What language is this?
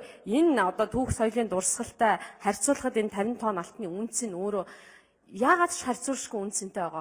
Mongolian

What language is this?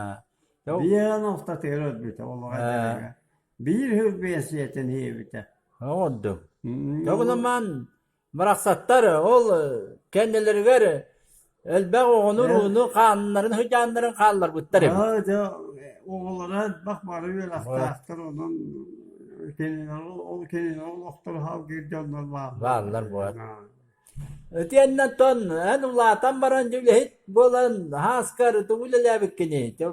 Yakut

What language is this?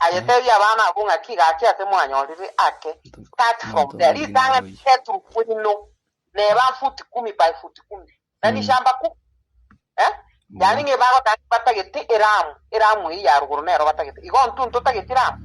Gusii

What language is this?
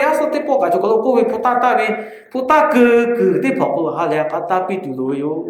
Lahu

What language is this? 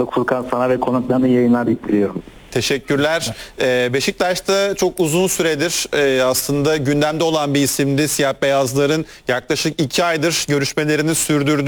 Turkish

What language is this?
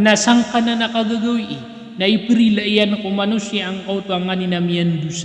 Maranao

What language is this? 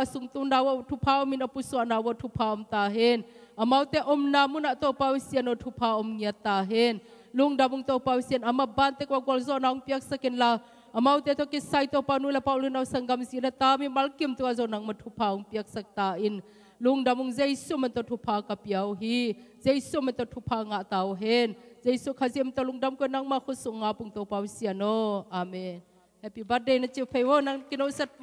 Tedim Chin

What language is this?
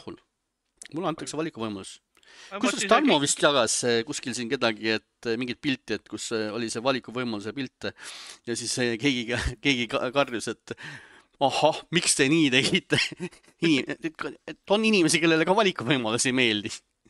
Estonian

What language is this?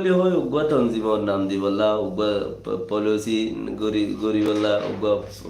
Rohingya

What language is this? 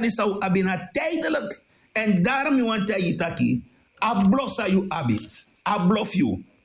Sranan Tongo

